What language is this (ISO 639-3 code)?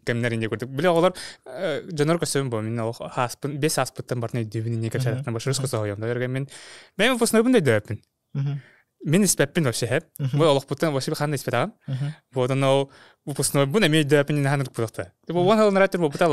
sah